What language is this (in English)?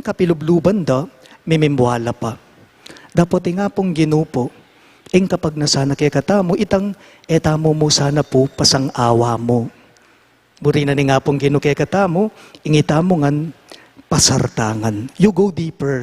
Pampanga